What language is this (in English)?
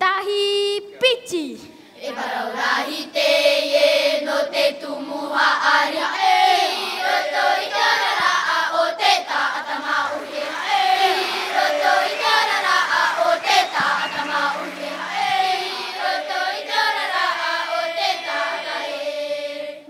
Tahitian